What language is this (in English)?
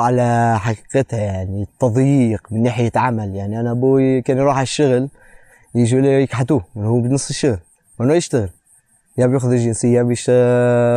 North Levantine Arabic